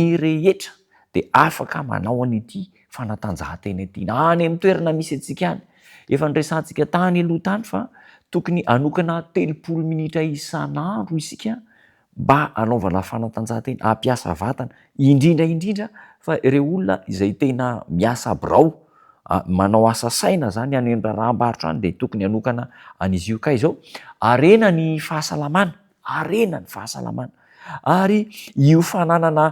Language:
Malagasy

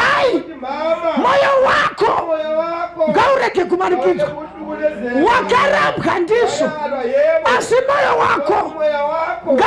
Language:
Shona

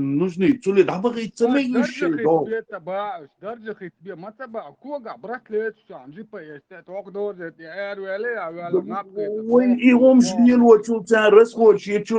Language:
Chechen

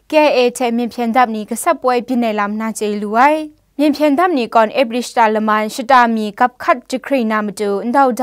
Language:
Kachin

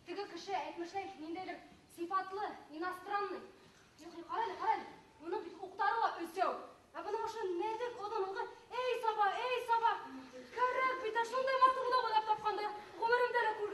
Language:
Bashkir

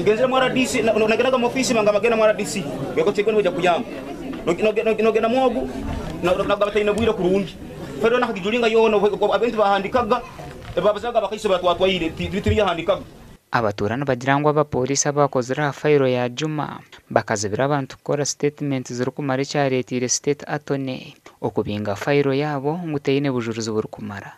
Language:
Nyankole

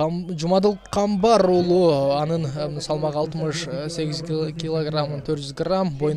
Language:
Kyrgyz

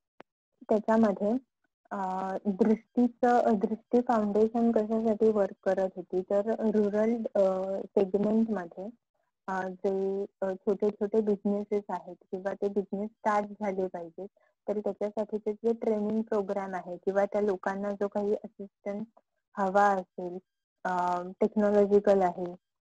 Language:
Marathi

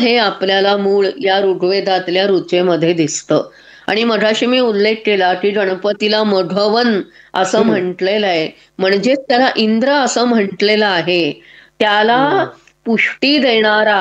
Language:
Marathi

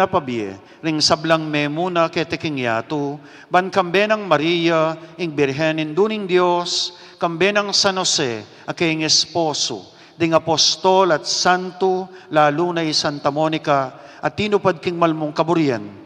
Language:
Pampanga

